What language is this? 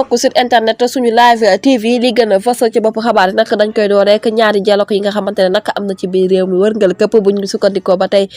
Wolof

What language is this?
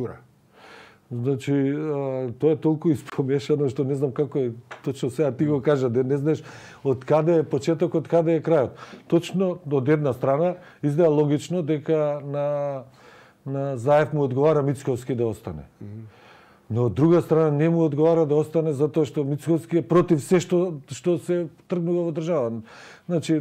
Macedonian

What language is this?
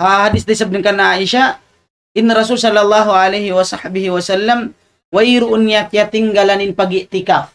Tausug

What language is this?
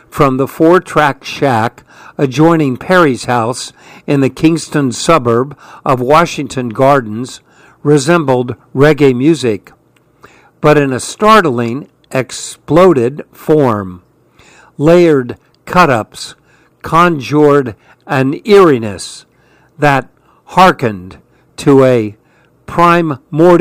English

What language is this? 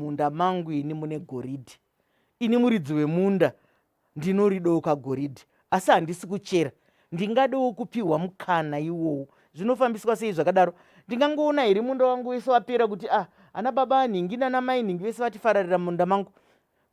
Shona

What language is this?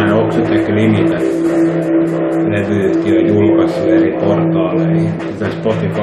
Finnish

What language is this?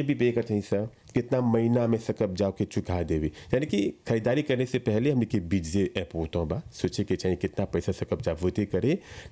Bhojpuri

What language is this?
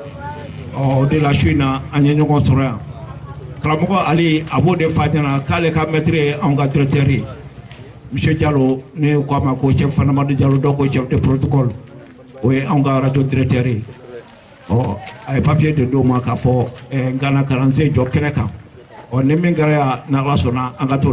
Bambara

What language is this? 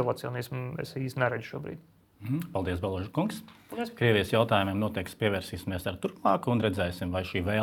Latvian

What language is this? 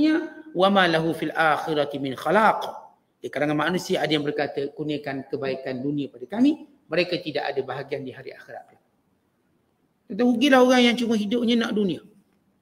Malay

